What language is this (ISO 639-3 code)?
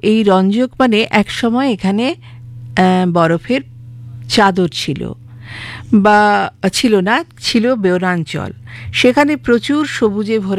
ben